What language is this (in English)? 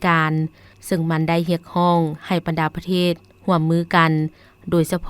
Lao